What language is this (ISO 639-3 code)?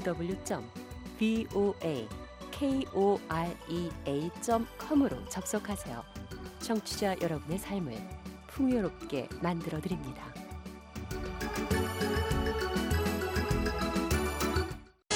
kor